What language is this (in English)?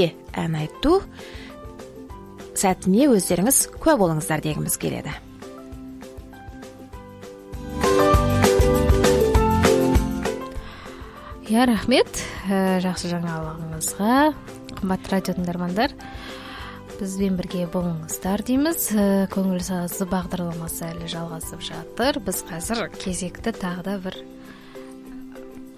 Kazakh